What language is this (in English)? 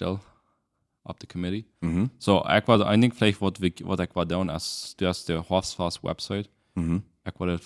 Plautdietsch